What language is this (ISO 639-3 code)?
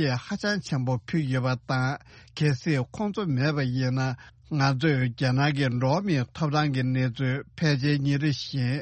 bod